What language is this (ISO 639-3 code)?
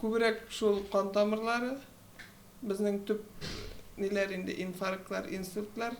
tat